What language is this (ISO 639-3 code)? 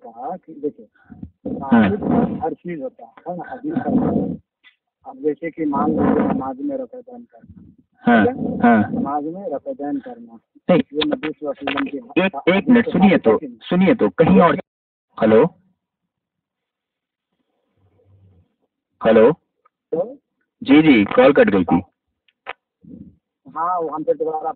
urd